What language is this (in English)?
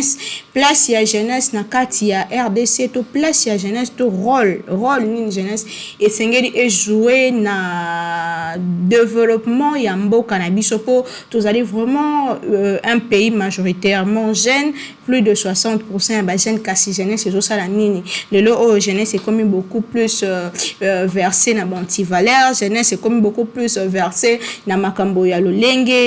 Lingala